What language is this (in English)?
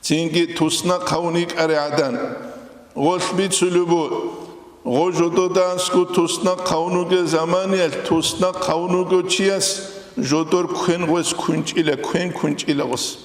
Avaric